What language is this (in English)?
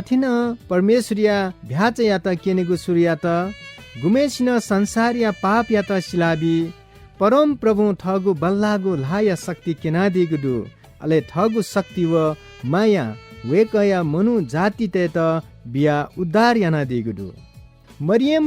Newari